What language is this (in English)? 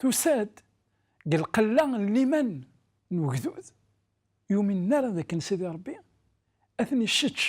Kabyle